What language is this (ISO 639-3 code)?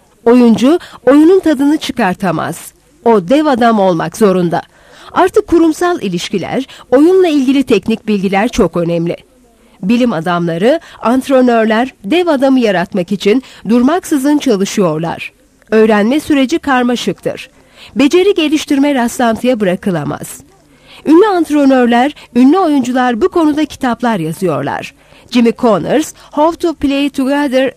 tur